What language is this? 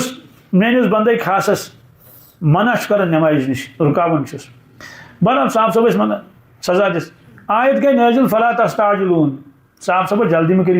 Kashmiri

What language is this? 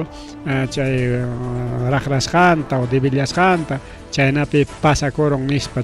Ayacucho Quechua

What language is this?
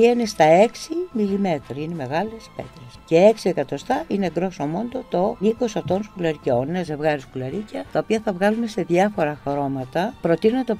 Greek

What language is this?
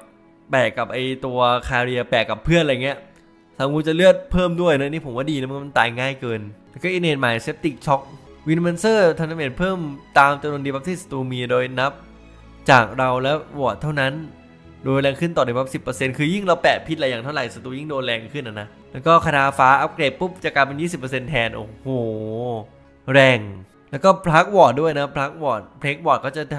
Thai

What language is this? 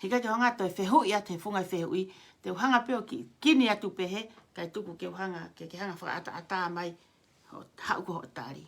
Tongan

